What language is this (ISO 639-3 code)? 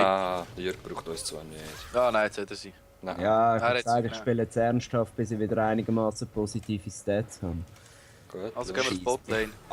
gsw